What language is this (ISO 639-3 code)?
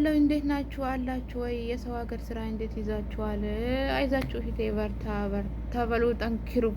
amh